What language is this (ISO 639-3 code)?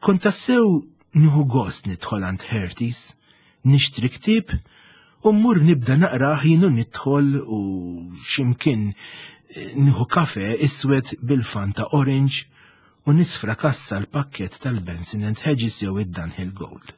mlt